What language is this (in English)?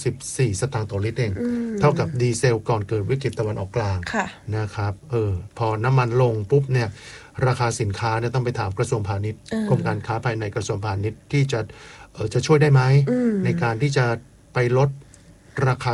Thai